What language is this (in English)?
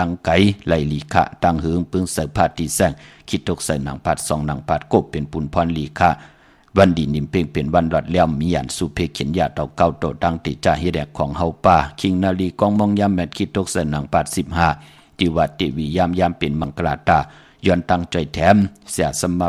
Shan